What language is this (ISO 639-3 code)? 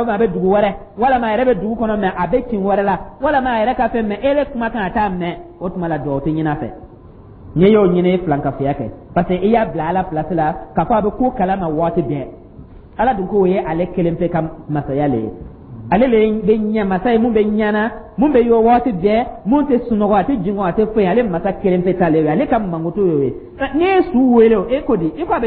dyu